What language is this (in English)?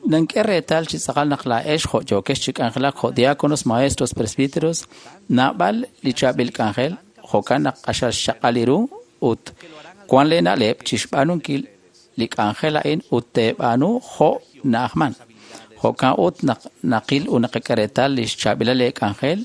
Kekchí